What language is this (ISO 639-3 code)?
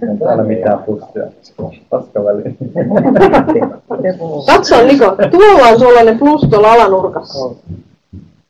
fin